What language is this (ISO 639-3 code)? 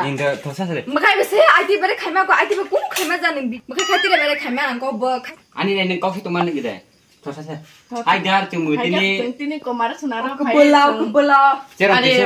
trp